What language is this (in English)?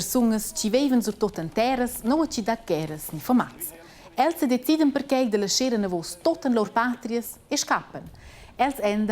Romansh